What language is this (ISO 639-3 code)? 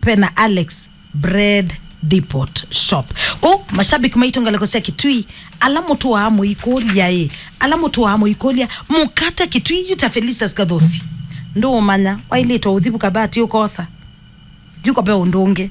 kam